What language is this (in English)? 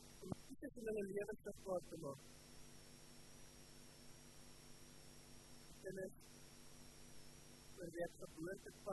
Afrikaans